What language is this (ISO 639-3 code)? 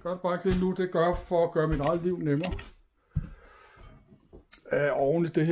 dan